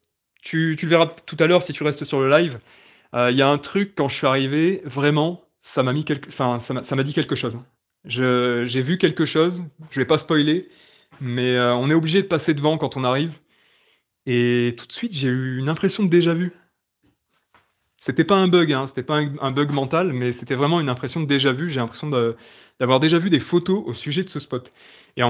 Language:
French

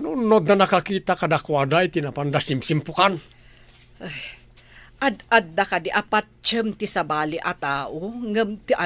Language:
Iloko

